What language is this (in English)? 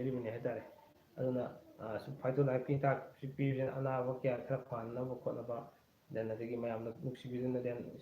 Manipuri